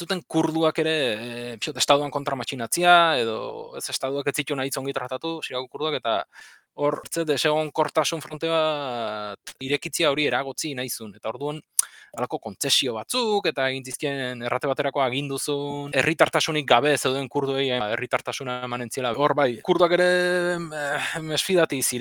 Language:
Basque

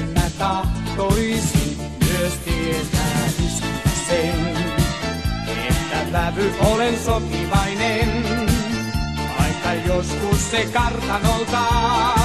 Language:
Finnish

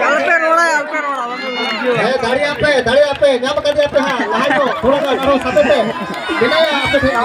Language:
Santali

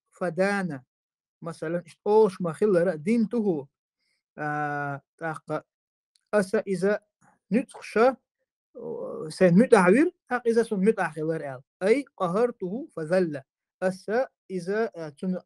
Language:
Chechen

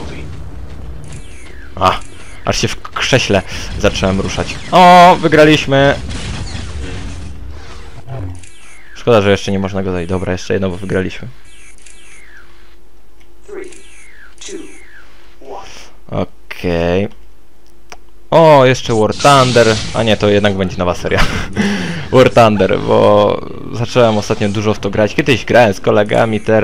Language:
Polish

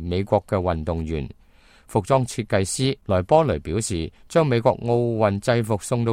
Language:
Cantonese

